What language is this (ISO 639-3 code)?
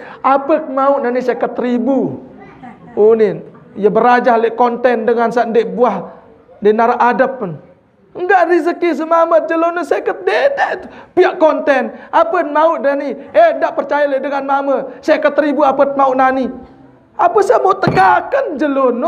sas